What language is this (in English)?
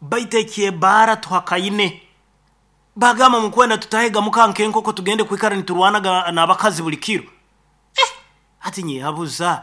Nyoro